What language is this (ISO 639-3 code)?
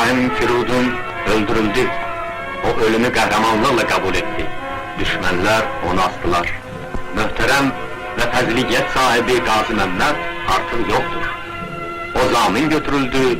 azb